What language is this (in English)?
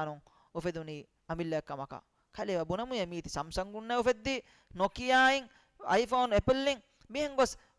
Divehi